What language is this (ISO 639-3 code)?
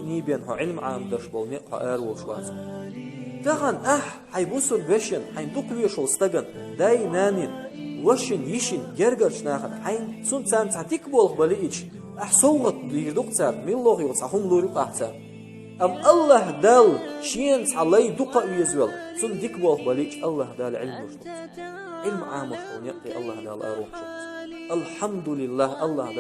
che